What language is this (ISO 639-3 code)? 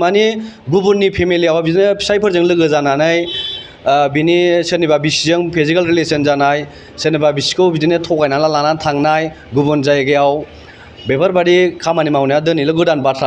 brx